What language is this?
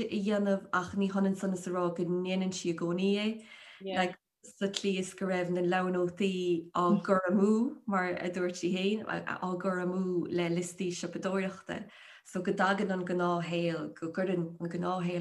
Irish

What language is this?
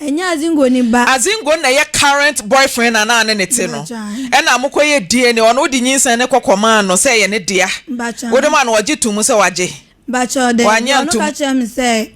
Akan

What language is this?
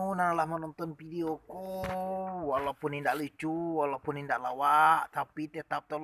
Minangkabau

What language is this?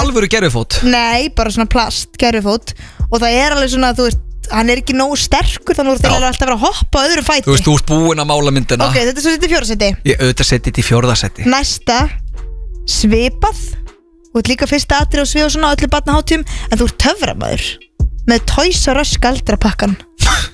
Icelandic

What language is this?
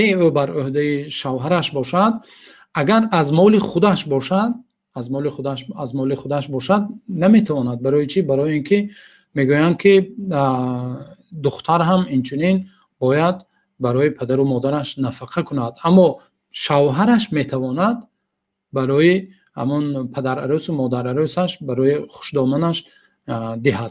Tajik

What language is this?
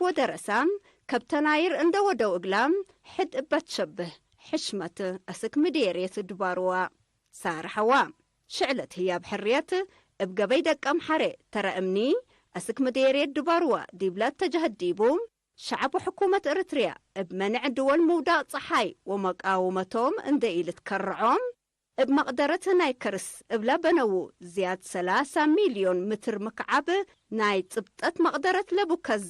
Tigre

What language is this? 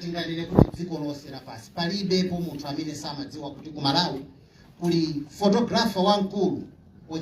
Nyanja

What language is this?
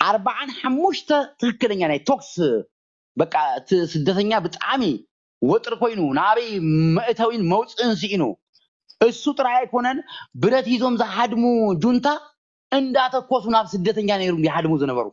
Tigrinya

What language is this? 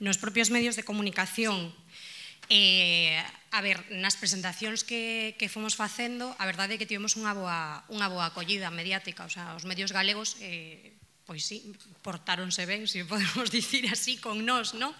Galician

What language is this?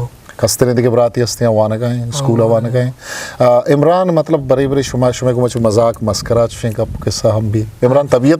Eastern Balochi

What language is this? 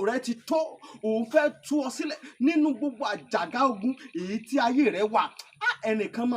Yoruba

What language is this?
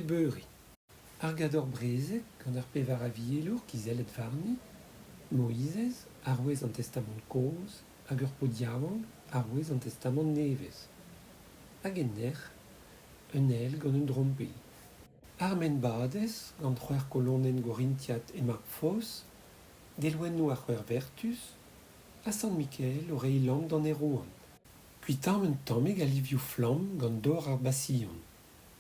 Breton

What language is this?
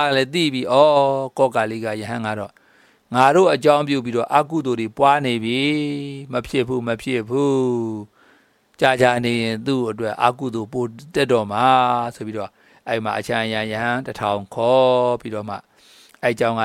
Burmese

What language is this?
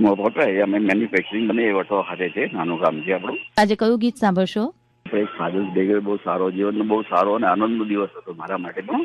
Sindhi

